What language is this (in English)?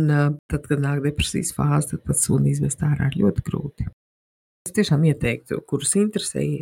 Latvian